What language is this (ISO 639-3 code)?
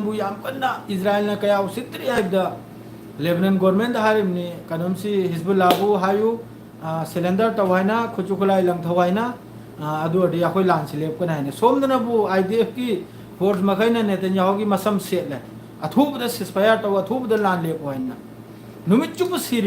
mni